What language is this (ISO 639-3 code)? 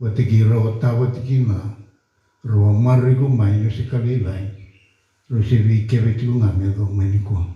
fij